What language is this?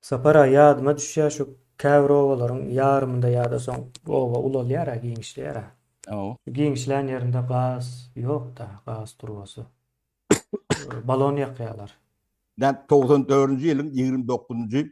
Turkmen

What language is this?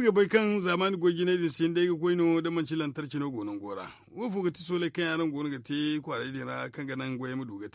Zarma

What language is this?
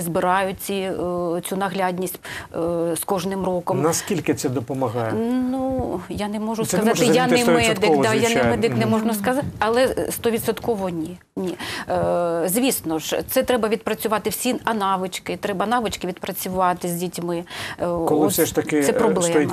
Ukrainian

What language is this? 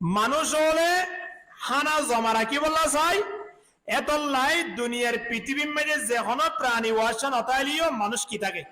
Rohingya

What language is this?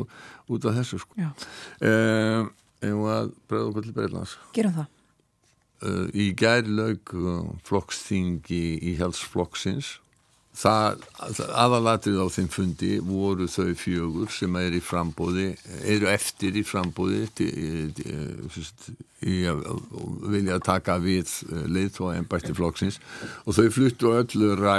Icelandic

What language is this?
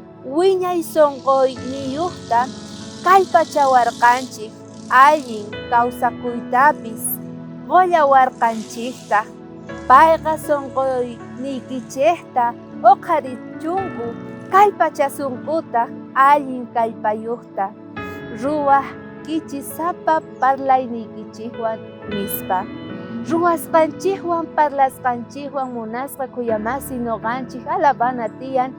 South Bolivian Quechua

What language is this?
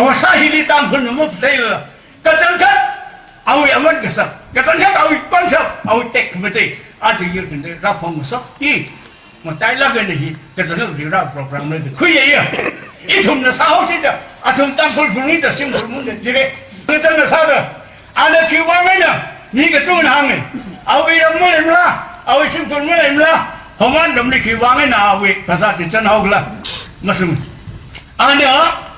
Tangkhul Naga (India)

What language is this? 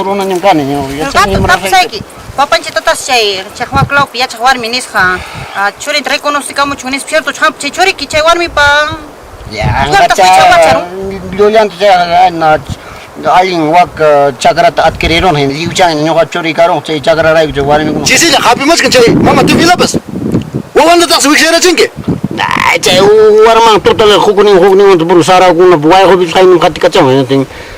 Ayacucho Quechua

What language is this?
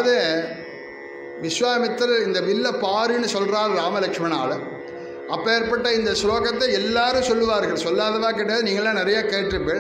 Tamil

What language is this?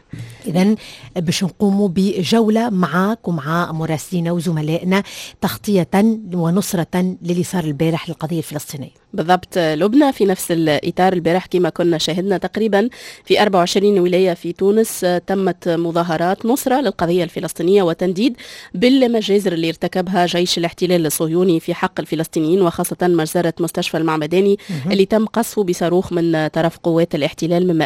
Tunisian Arabic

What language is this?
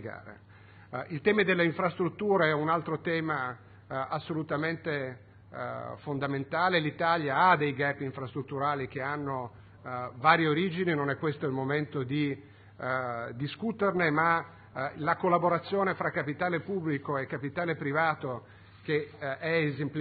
Italian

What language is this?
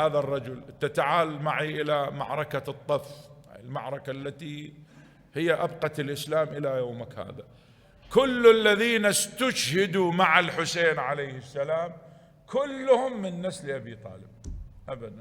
Mesopotamian Arabic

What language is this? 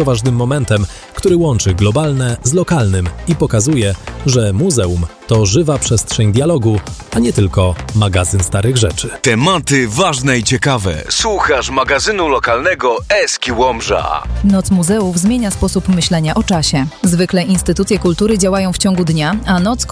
Polish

